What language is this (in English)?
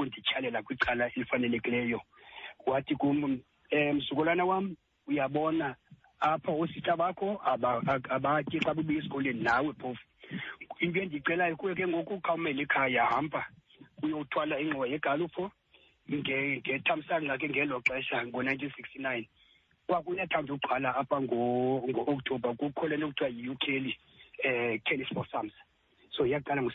Xhosa